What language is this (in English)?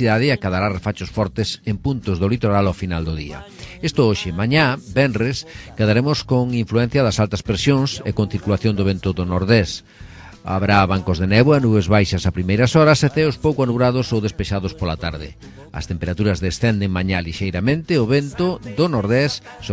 Galician